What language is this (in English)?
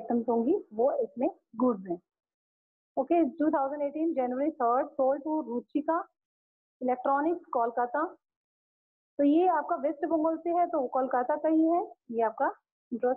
Hindi